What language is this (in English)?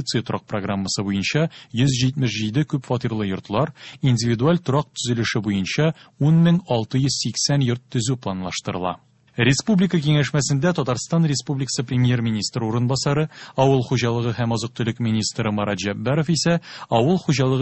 Tatar